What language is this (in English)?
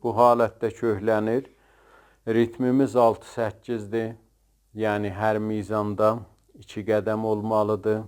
South Azerbaijani